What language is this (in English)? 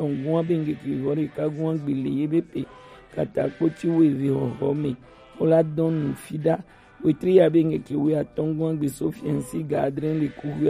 Gen